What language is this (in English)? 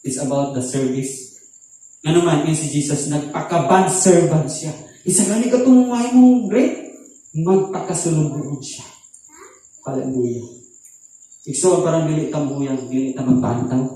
Cebuano